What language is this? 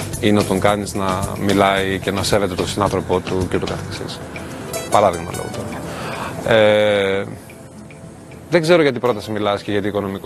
Greek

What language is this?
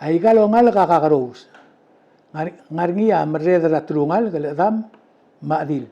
Palauan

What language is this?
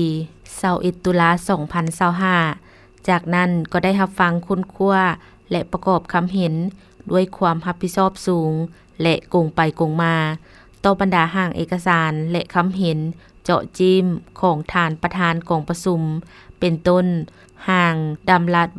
Lao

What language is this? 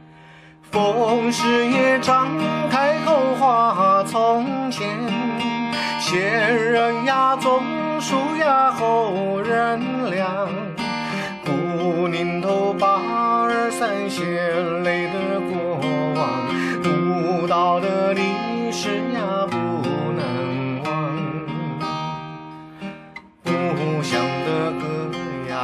Chinese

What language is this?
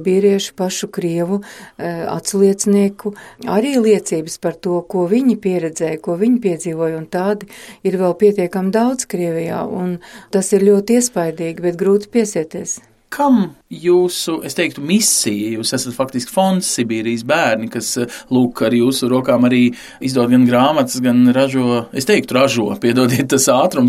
Latvian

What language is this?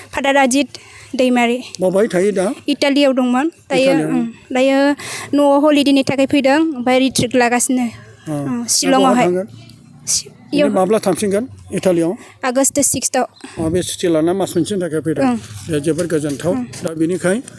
Bodo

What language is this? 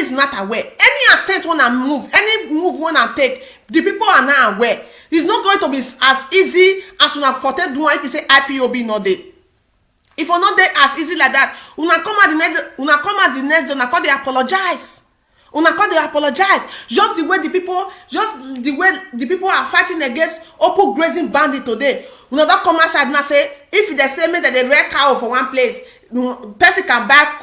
Nigerian Pidgin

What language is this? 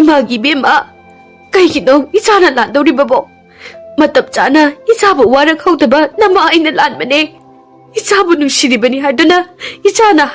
Manipuri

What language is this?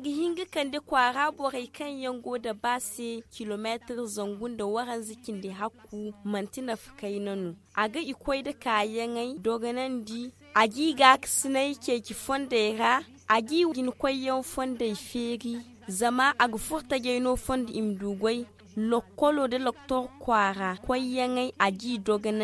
Zarma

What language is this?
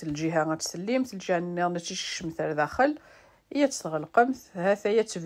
Kabyle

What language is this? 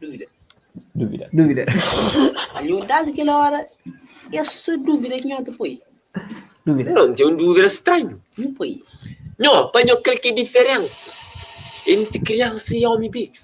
Kabuverdianu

